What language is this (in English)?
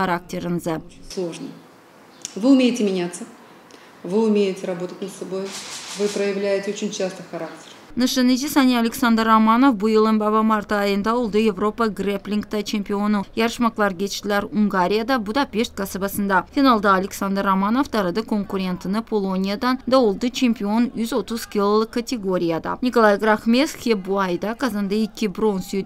Gagauz